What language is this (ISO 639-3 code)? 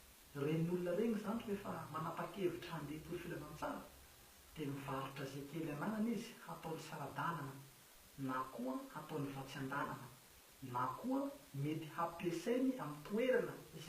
mlg